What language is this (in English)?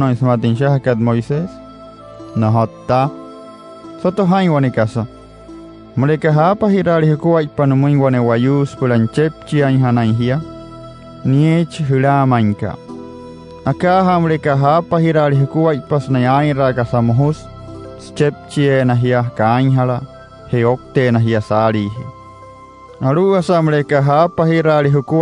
Wayuu